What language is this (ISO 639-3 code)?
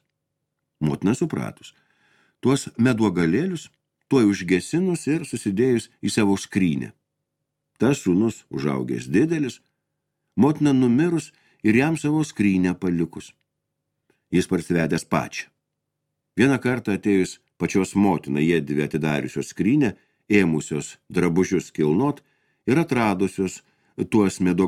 lit